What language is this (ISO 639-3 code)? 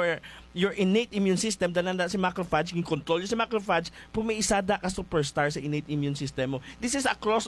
hil